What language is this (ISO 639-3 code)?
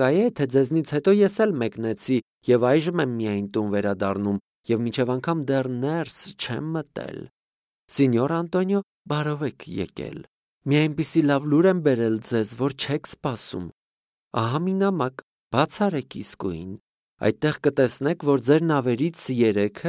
hye